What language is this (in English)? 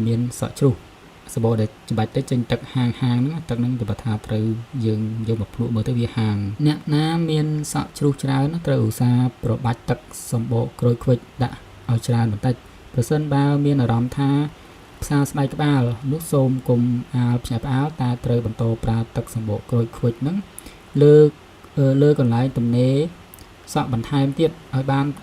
Khmer